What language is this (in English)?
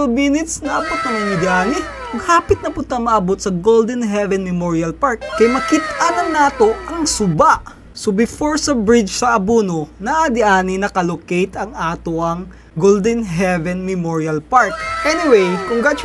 Cebuano